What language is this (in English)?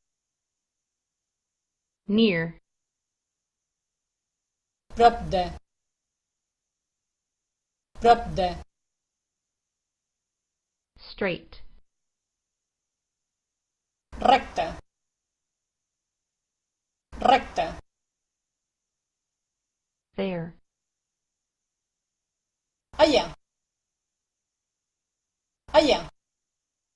Catalan